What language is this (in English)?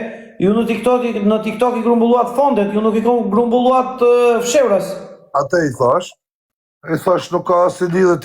Albanian